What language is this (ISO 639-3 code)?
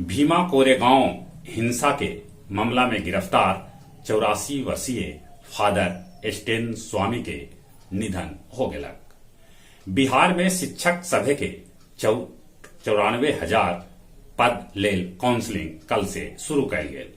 mag